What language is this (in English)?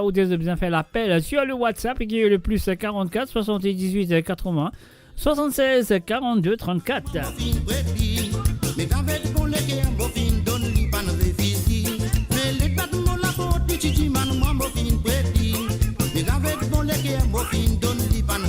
Morisyen